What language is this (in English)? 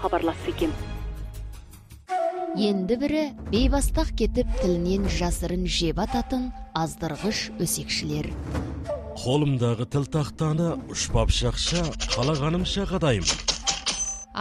Kazakh